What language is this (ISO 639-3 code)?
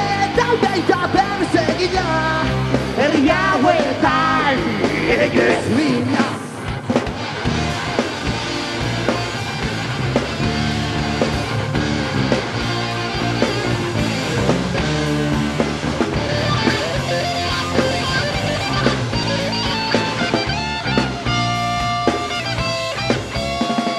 eus